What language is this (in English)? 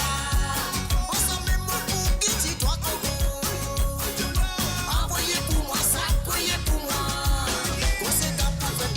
Morisyen